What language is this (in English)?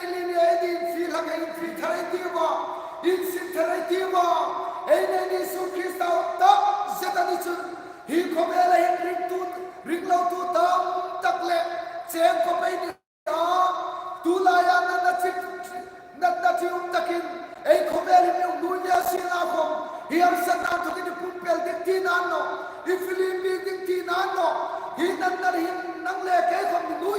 Hmar